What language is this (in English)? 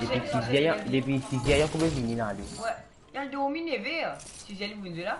Morisyen